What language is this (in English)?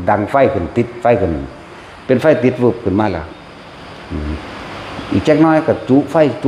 Northeastern Thai